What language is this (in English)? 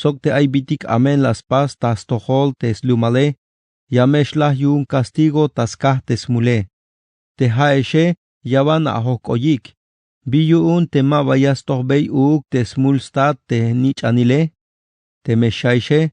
Tzeltal